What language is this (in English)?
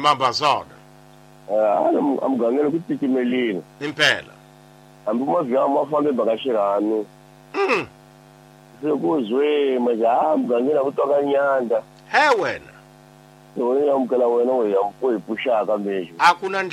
Tsonga